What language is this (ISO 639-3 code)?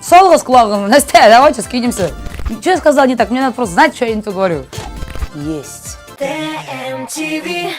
tat